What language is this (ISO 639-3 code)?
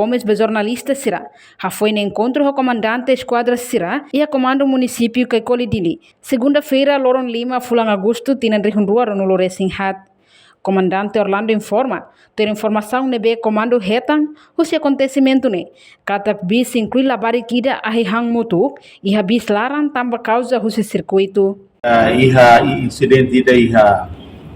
tet